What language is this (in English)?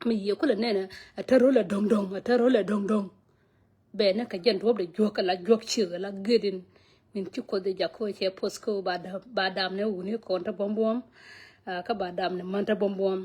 Nuer